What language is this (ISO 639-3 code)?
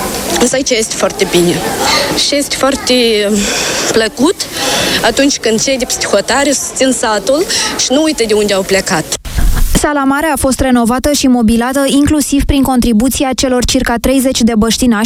ron